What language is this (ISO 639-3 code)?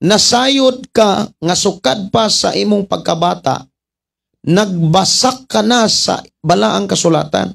ceb